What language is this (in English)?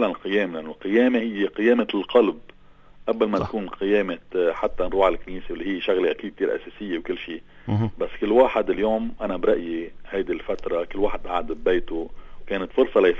North Levantine Arabic